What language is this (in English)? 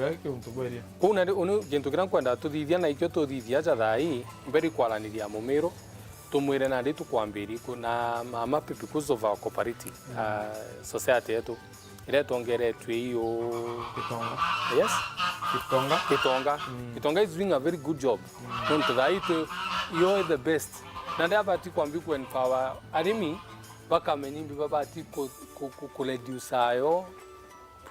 Meru